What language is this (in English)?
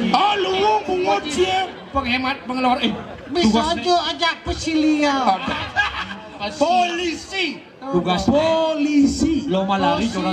Balinese